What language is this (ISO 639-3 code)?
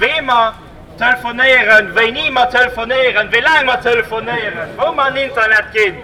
ltz